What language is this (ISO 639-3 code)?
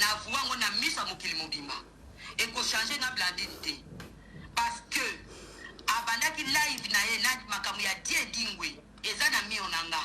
lin